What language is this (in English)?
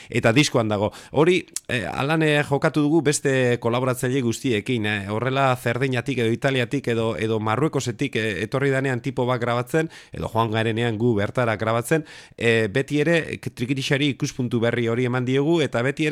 Basque